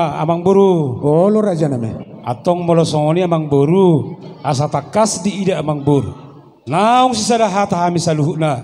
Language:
Batak Toba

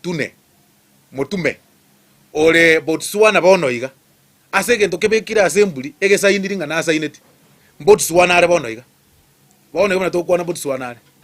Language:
Gusii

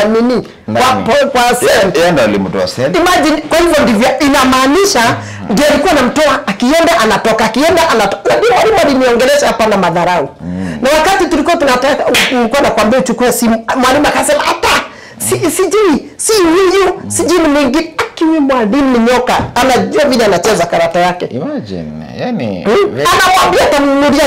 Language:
Swahili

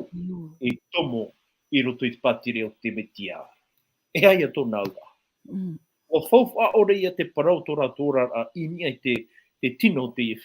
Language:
Tahitian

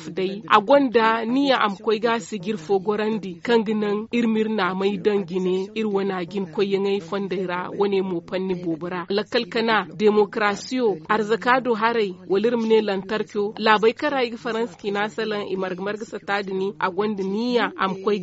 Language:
Zarma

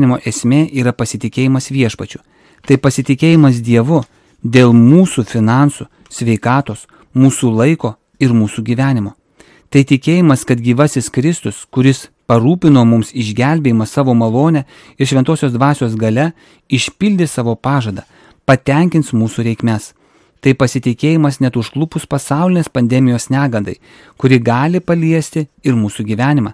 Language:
Lithuanian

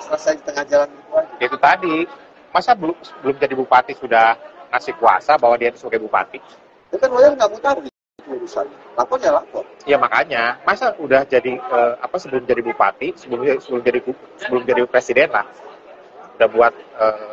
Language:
Indonesian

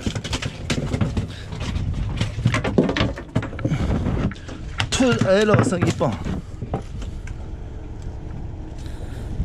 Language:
Chinese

